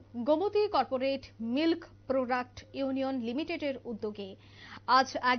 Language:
Bangla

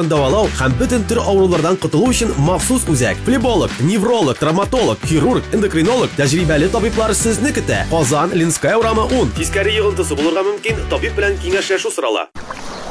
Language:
Tatar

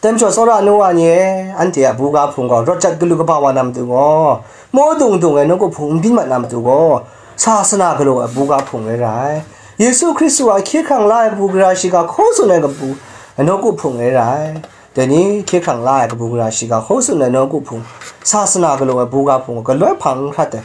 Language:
Kachin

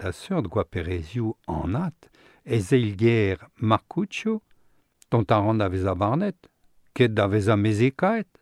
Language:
Breton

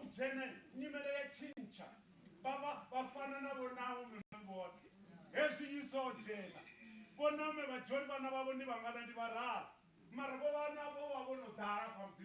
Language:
Venda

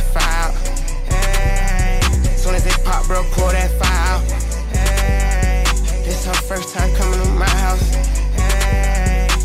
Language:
English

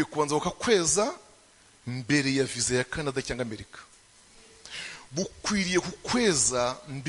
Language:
Kinyarwanda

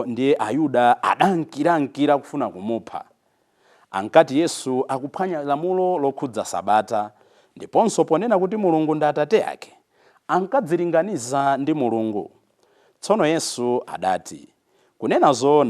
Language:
Nyanja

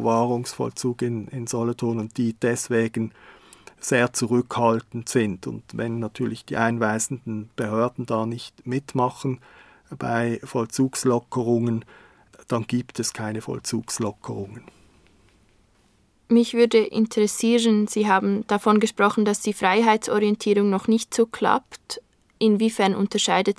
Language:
German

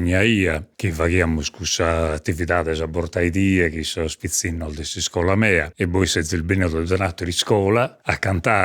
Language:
Sardinian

